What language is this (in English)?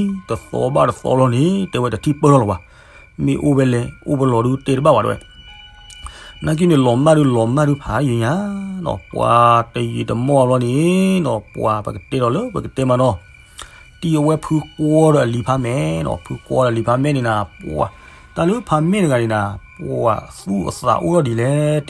S'gaw Karen